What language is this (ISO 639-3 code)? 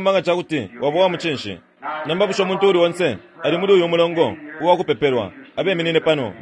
bem